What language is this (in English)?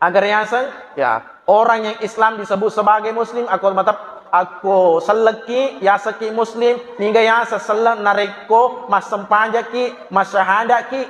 Buginese